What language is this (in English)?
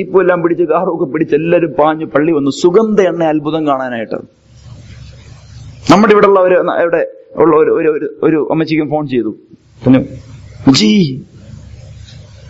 Malayalam